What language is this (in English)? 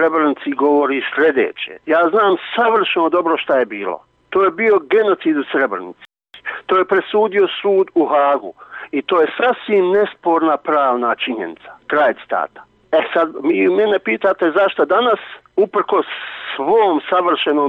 Bosnian